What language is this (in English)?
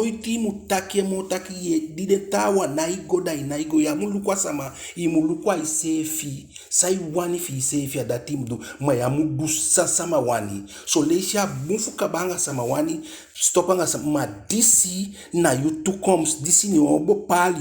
Eastern Maroon Creole